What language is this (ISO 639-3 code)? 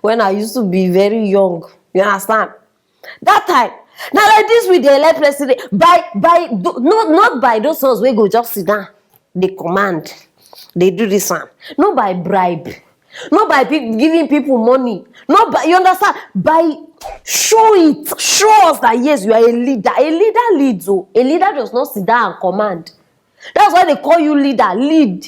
pcm